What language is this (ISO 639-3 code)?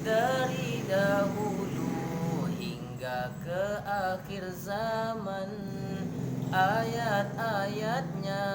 min